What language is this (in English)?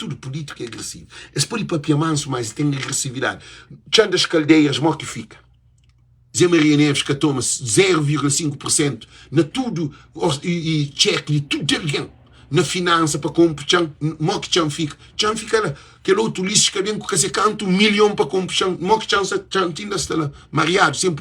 Kabuverdianu